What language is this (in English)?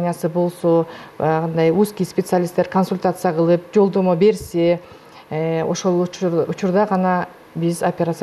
Kyrgyz